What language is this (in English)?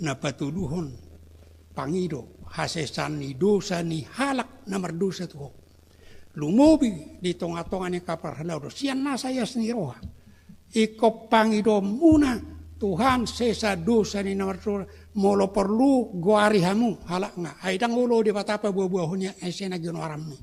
Batak Toba